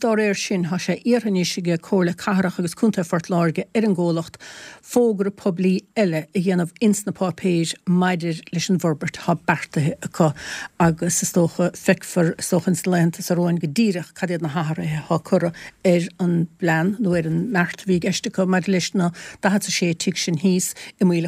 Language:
Irish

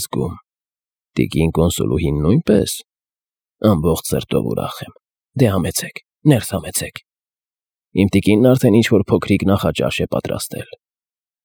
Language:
Armenian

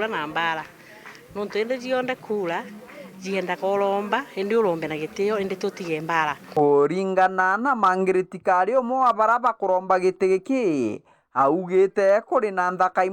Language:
Meru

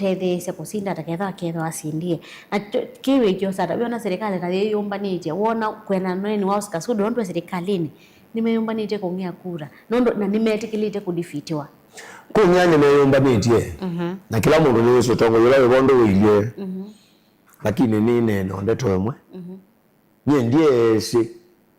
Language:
Kamba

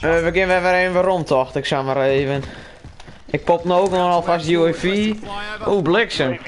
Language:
Western Frisian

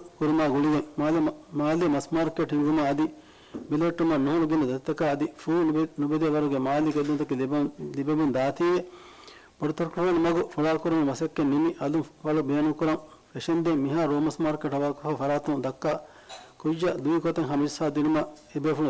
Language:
Divehi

